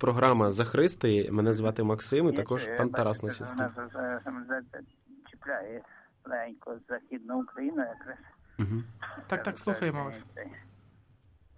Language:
Ukrainian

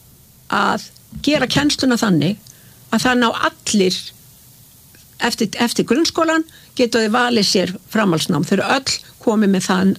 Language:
Icelandic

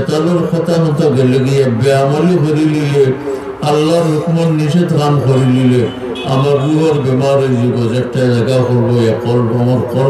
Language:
Sylheti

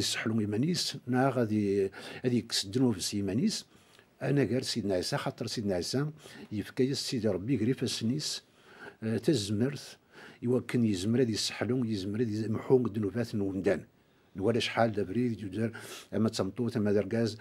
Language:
Kabyle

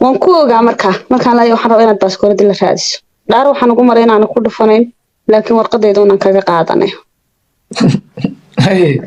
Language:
Somali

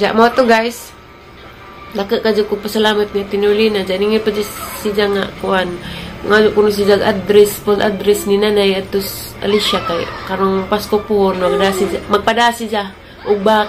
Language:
Cebuano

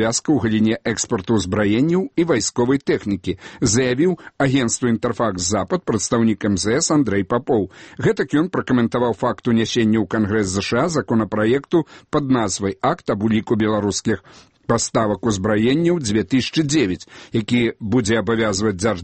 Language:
Belarusian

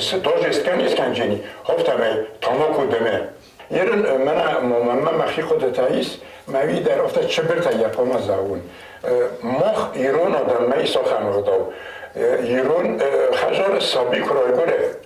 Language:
Ossetic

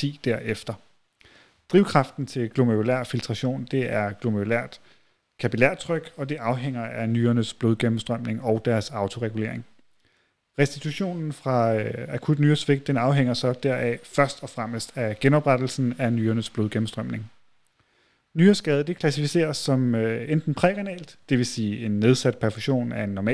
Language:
Danish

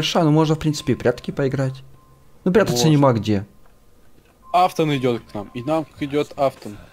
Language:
Russian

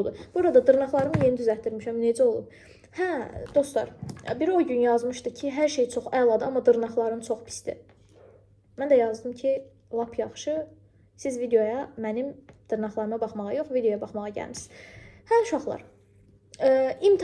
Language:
Azerbaijani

